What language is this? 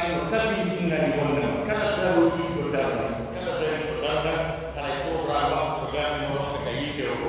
Pular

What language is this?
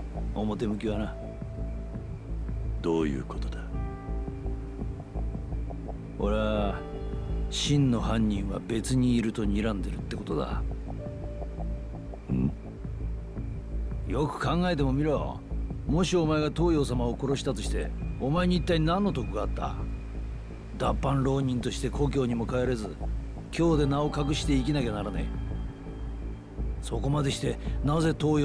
Japanese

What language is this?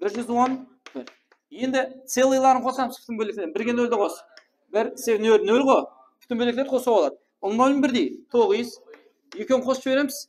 Kara-Kalpak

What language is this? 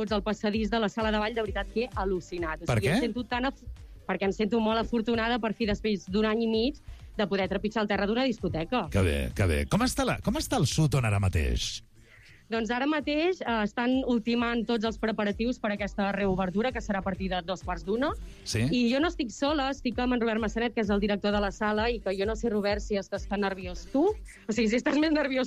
Catalan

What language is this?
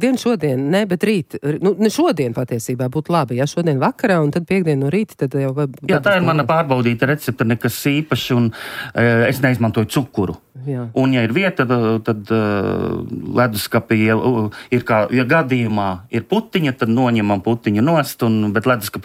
Latvian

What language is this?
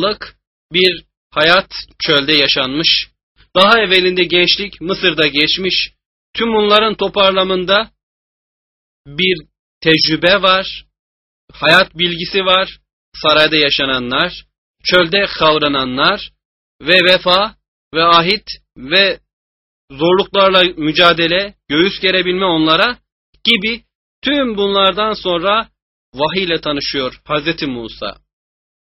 Turkish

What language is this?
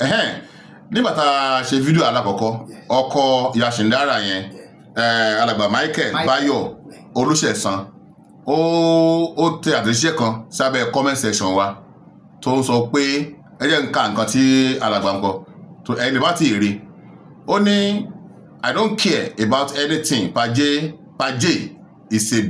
Yoruba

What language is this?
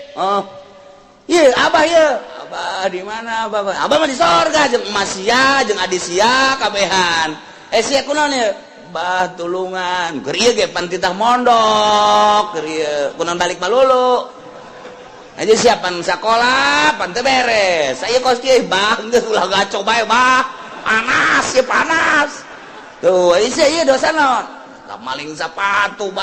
Sundanese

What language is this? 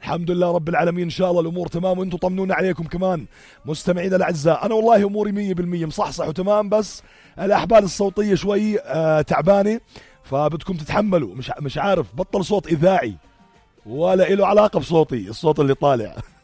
North Levantine Arabic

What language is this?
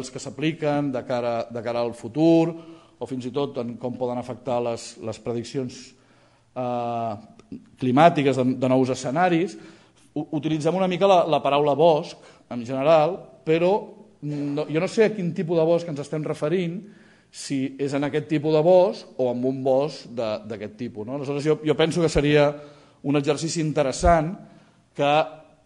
Catalan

